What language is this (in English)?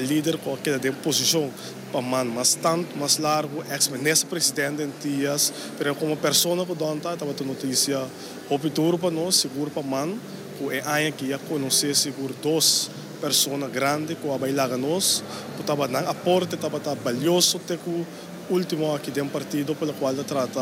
Papiamento